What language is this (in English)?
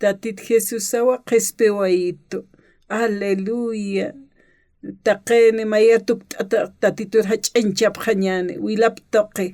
Aymara